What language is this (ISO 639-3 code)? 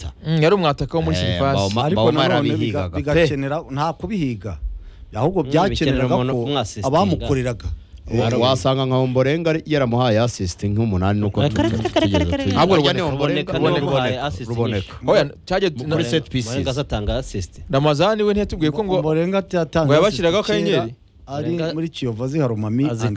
kin